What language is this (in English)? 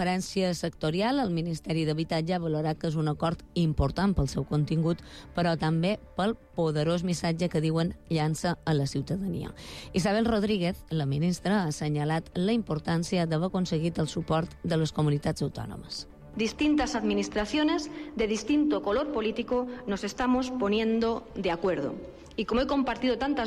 Catalan